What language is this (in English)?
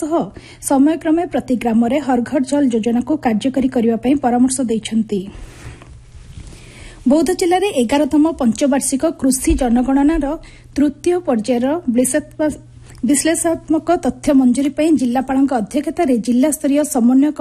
Odia